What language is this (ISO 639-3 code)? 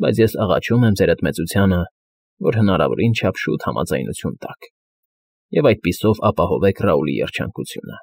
hye